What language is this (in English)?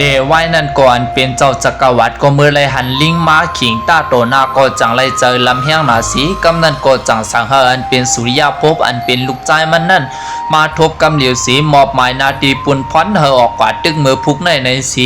Shan